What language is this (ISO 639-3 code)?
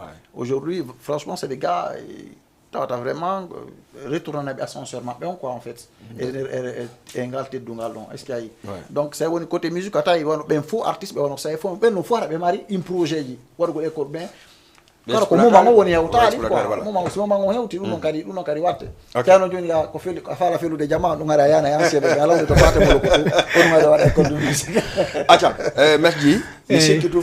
ful